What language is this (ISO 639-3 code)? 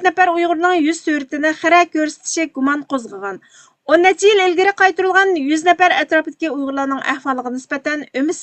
uig